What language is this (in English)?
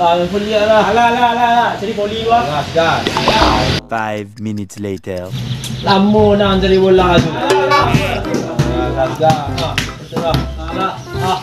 Minangkabau